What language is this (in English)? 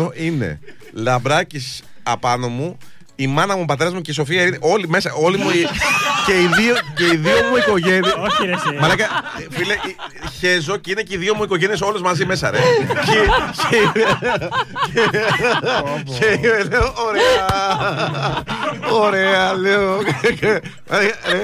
Greek